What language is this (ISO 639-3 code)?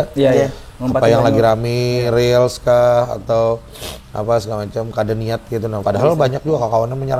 bjn